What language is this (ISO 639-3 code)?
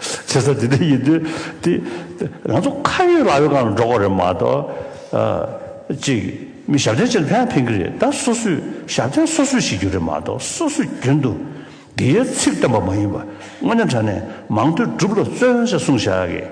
bod